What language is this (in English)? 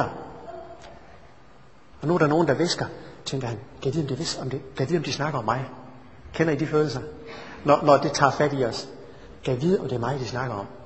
Danish